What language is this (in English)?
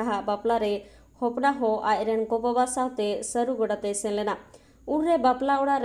Santali